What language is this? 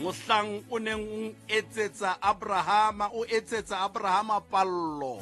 Southern Sotho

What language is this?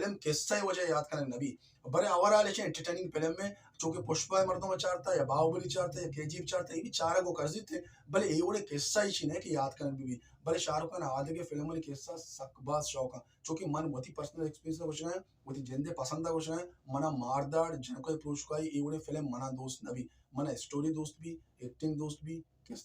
Baluchi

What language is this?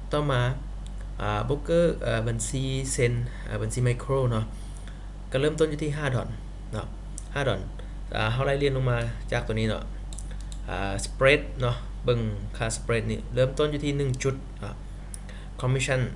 Lao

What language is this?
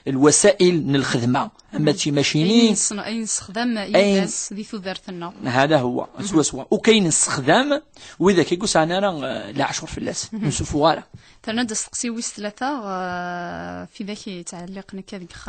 Kabyle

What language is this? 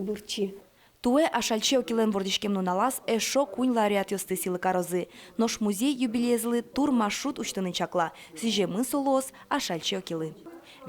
Udmurt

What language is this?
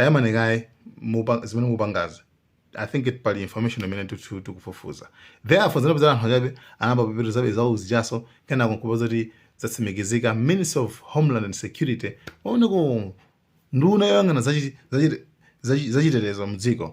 Nyanja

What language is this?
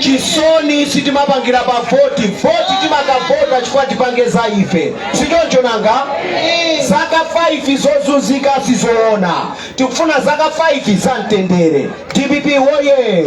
Nyanja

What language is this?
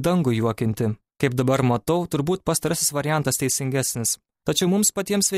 Lithuanian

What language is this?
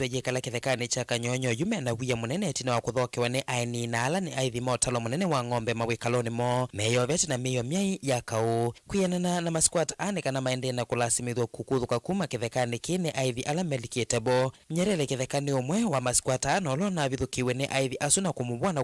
Kamba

